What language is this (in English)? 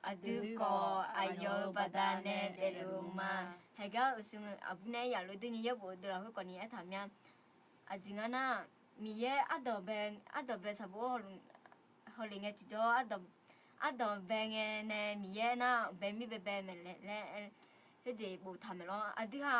Akha